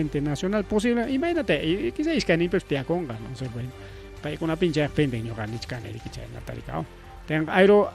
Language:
Ayacucho Quechua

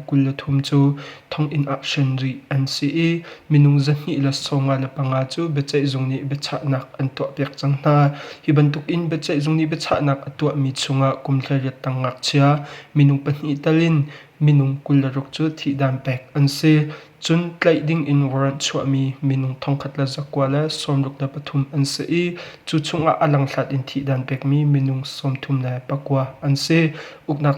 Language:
Hakha Chin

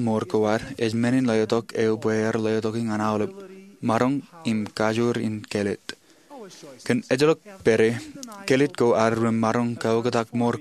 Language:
Marshallese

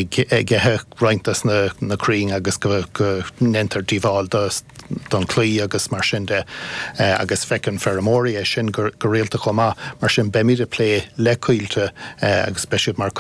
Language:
Irish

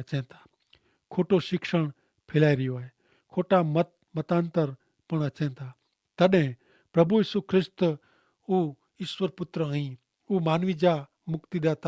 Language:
Kachhi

